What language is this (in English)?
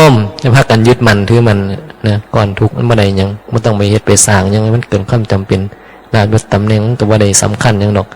Northeastern Thai